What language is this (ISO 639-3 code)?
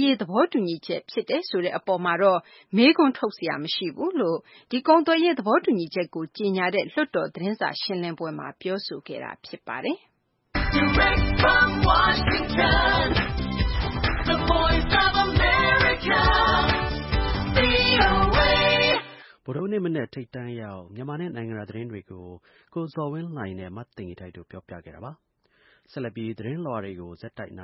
mya